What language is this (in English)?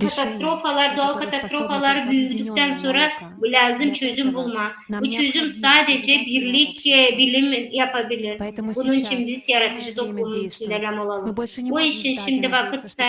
Gagauz